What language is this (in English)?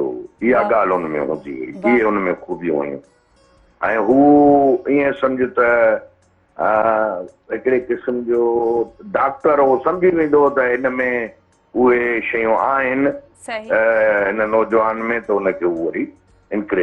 Sindhi